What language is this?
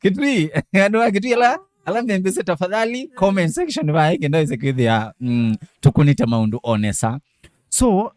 Kamba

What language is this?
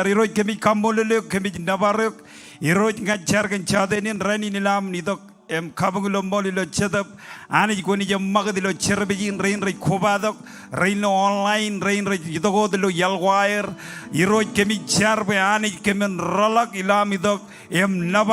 Marshallese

